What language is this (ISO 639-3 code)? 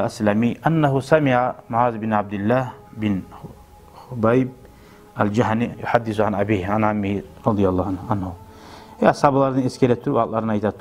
kum